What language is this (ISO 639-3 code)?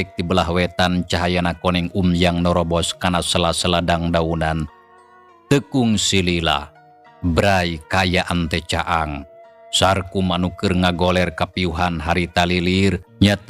sun